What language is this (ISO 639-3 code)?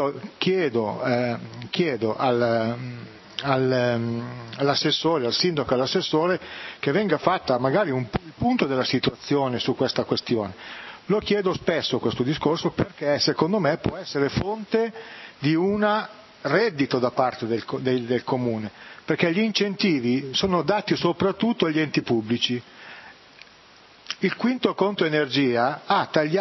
ita